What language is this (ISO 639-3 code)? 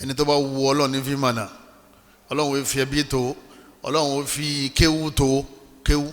yor